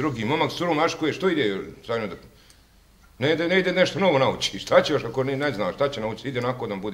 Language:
Bosnian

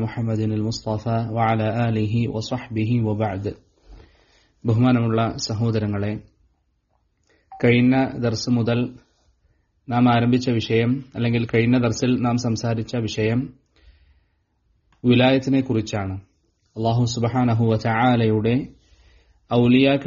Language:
Malayalam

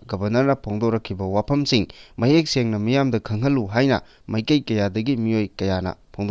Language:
Manipuri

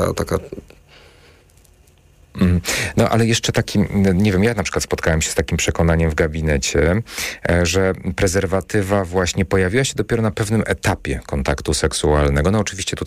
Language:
Polish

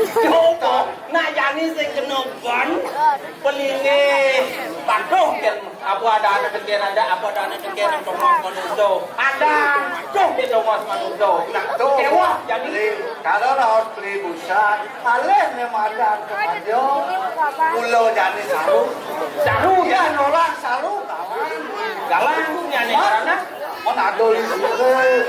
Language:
Balinese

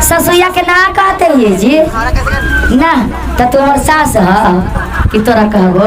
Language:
Magahi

